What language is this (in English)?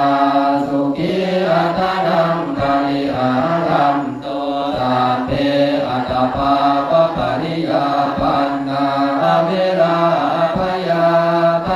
Pali